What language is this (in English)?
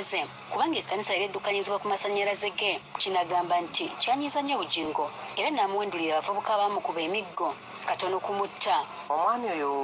Ganda